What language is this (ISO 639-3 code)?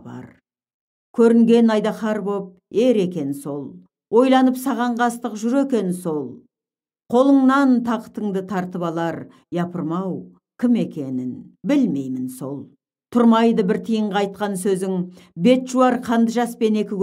kaz